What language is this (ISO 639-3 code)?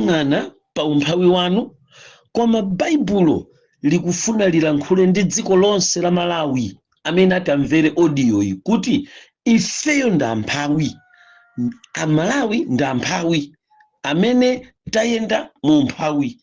nya